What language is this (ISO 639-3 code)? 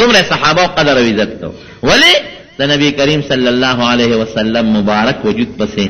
pus